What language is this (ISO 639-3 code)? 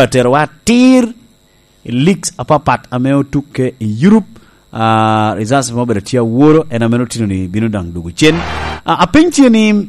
laj